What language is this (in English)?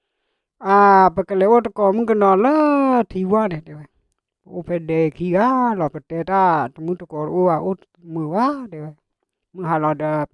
S'gaw Karen